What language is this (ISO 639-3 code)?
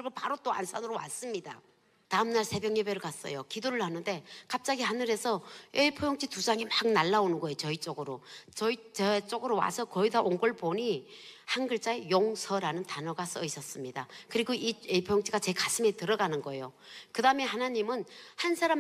kor